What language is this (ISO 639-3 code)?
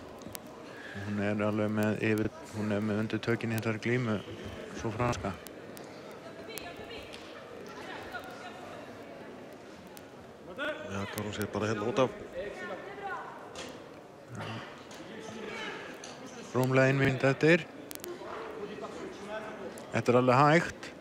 isl